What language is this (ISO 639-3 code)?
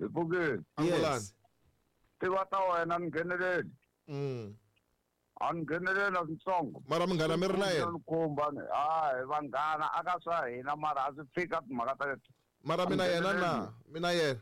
tso